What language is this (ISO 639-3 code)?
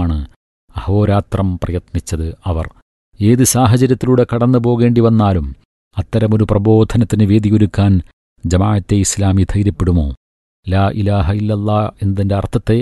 mal